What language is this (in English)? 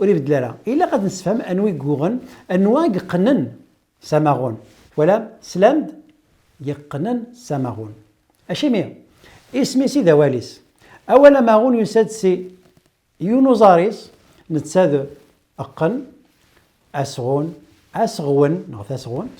Kabyle